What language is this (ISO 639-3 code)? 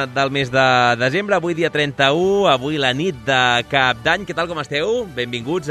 cat